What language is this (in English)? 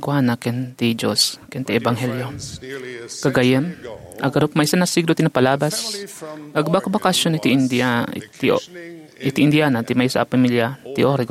Iloko